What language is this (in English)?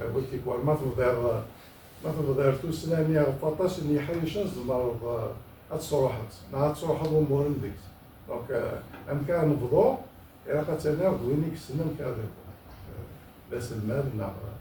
Kabyle